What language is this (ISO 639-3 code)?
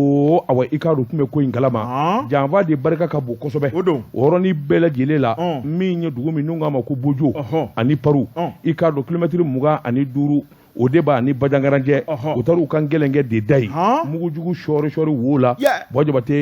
bam